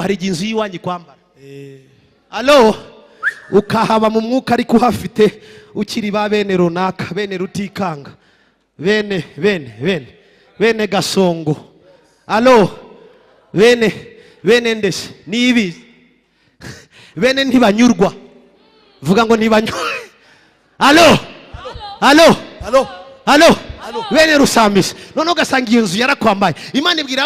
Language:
Kinyarwanda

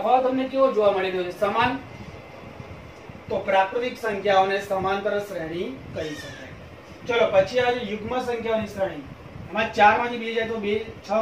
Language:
Gujarati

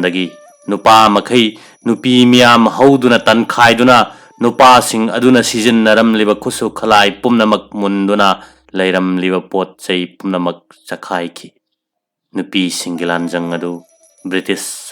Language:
Manipuri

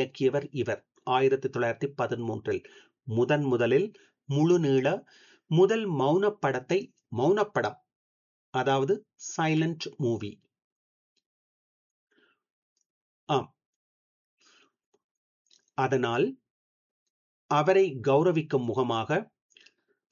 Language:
Tamil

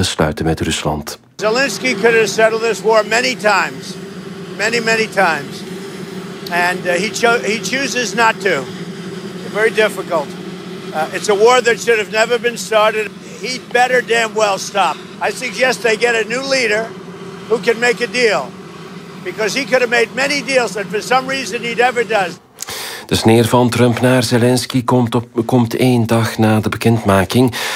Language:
Dutch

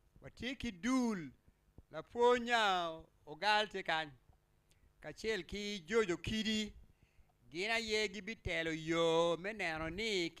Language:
Acoli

